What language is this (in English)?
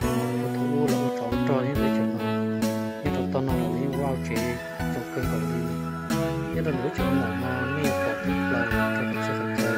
Hmong